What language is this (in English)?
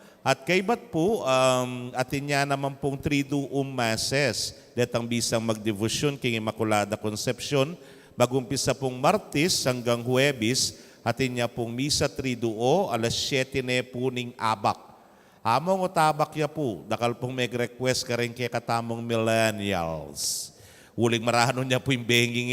Pampanga